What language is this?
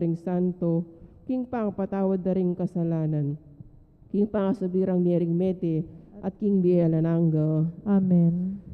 Pampanga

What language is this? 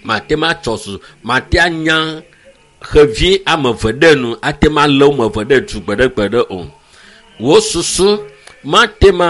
Ewe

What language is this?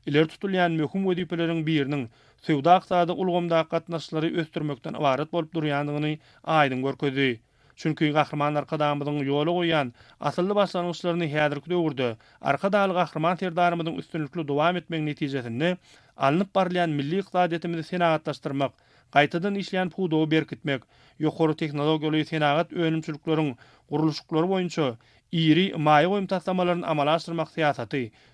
Turkmen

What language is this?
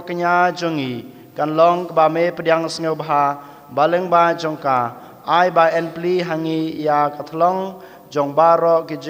Khasi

